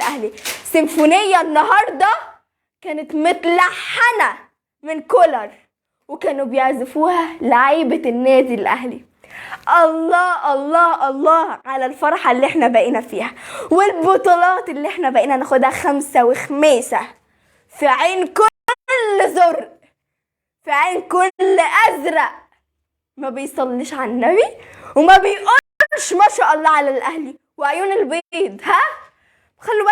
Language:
Egyptian Arabic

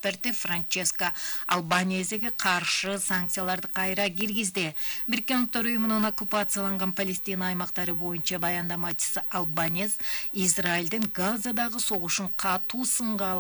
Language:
Kyrgyz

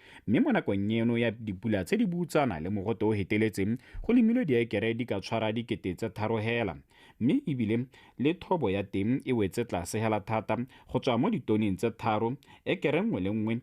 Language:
Tswana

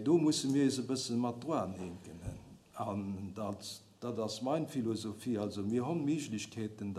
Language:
Luxembourgish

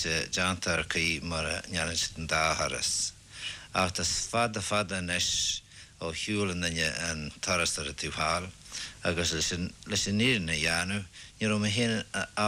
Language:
Irish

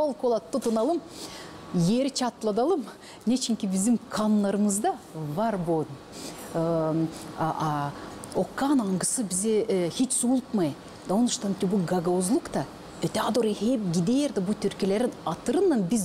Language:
Gagauz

